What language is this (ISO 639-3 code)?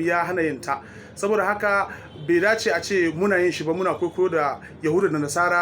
hau